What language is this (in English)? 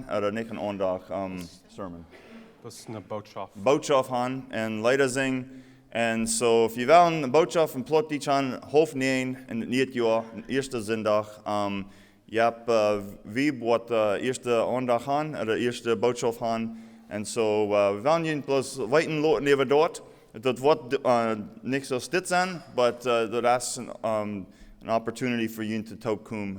Plautdietsch